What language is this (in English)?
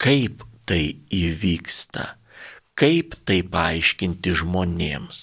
Lithuanian